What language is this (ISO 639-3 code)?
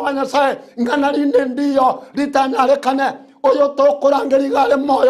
guz